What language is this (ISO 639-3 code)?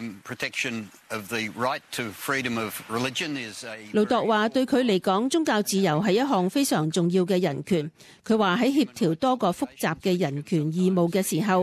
yue